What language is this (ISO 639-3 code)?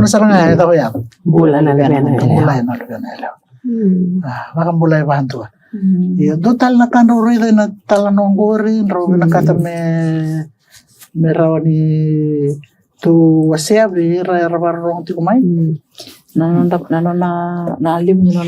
fij